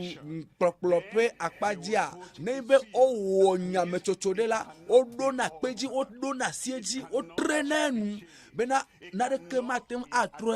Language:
Ewe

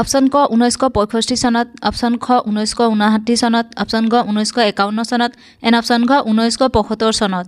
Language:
Assamese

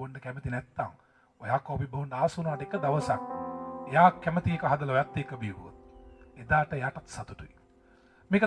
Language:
Sinhala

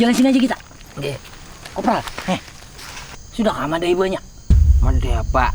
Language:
Banjar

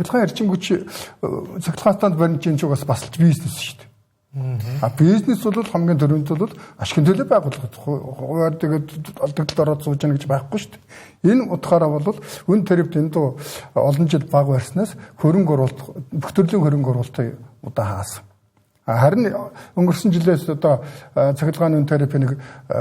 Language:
Mongolian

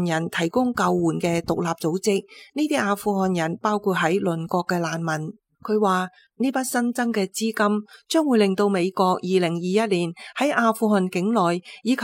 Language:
Cantonese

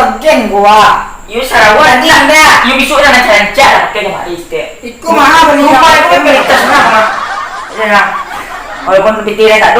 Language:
Minangkabau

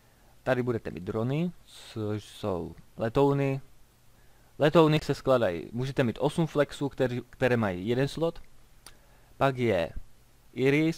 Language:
Czech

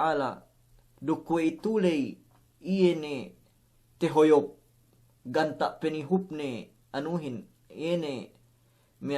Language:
Yakan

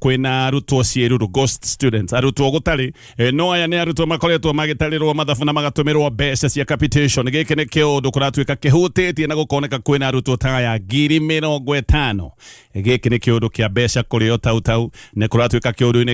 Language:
Kikuyu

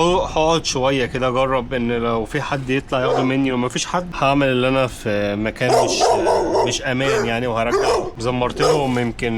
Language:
Egyptian Arabic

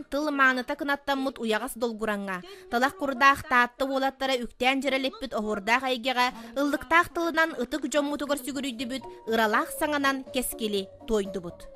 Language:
Yakut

